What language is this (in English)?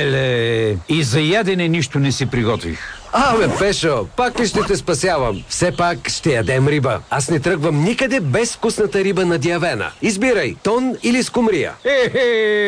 Bulgarian